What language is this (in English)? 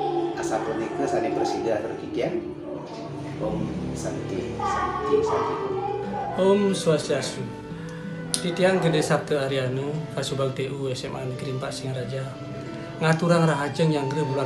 Balinese